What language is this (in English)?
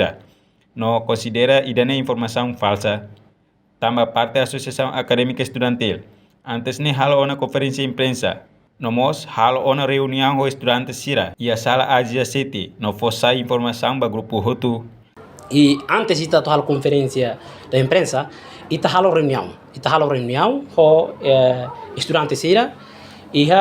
Tetum